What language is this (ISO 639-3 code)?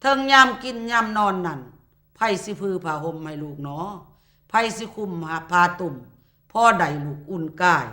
lao